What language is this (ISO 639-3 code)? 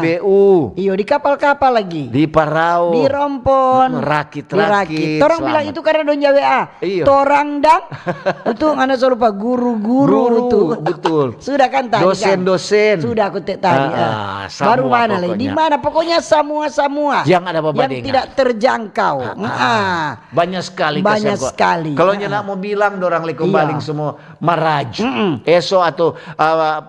xmm